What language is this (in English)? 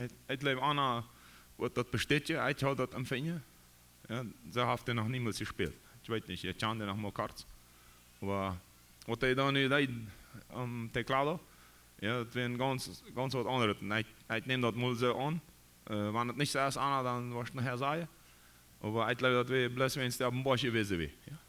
Plautdietsch